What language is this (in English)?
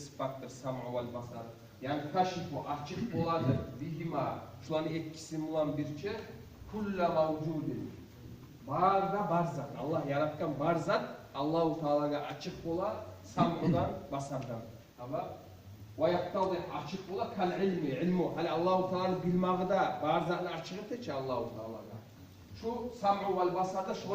Kumyk